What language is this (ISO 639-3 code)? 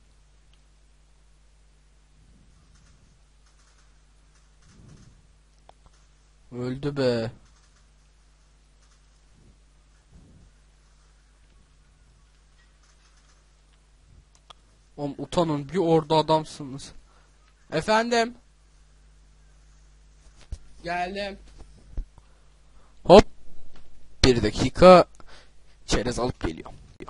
tur